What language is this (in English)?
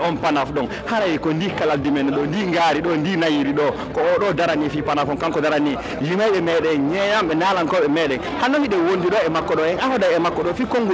Fula